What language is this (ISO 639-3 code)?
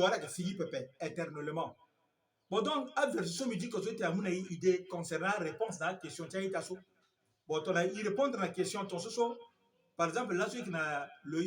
sag